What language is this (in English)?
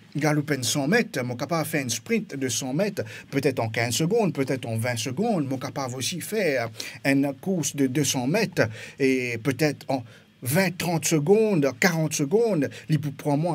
Morisyen